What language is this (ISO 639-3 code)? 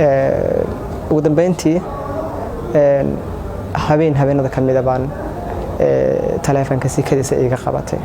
som